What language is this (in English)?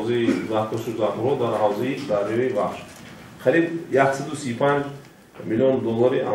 Tajik